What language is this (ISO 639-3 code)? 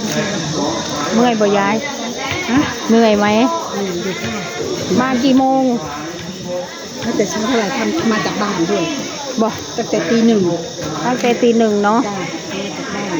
tts